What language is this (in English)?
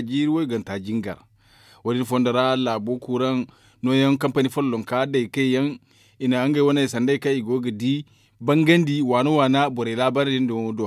Zarma